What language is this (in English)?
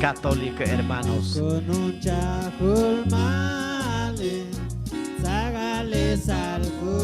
Chuj